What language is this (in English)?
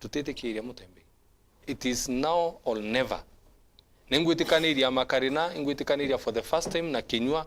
Meru